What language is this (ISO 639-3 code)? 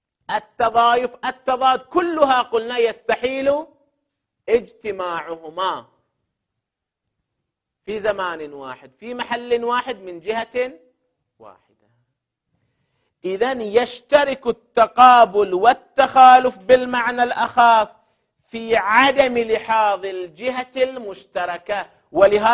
ara